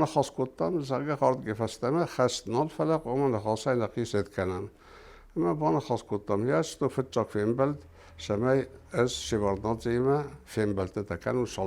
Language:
Ossetic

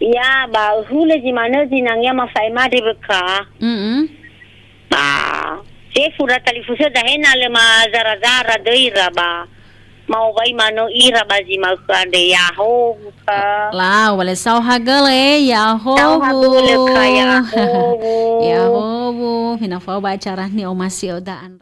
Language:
Nias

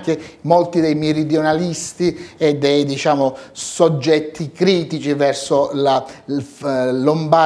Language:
Italian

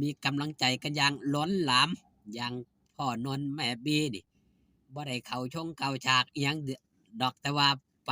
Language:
Northeastern Thai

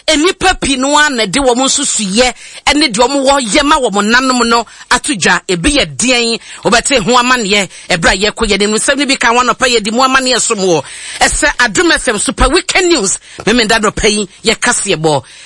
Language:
Akan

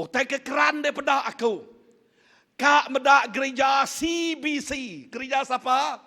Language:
Iban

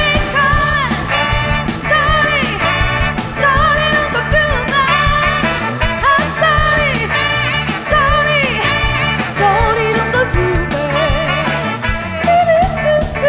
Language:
Italian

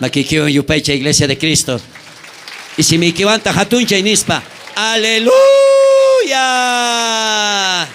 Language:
South Bolivian Quechua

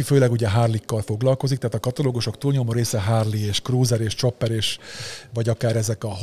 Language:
Hungarian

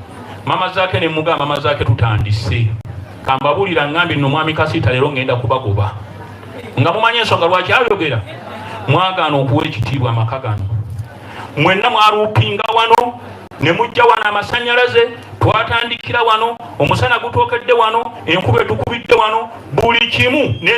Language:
Soga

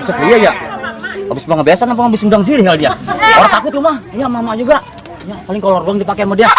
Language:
Betawi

